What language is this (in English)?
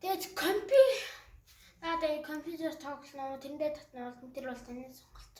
Mongolian